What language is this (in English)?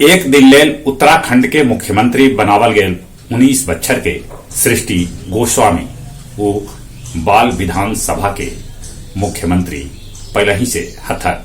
Magahi